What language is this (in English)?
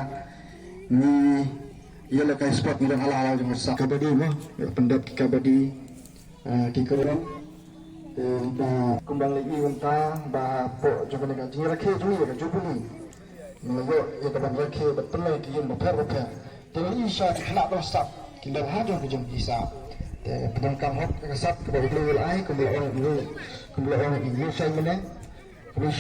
Khasi